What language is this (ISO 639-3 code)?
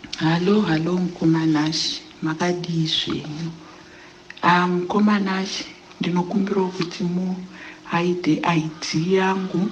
sna